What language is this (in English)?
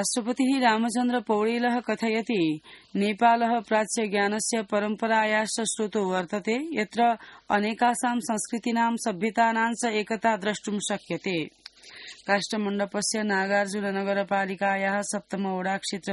Sanskrit